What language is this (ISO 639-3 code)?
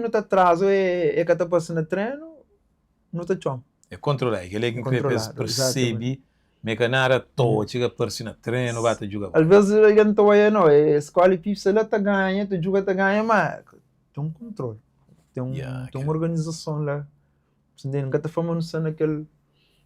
kea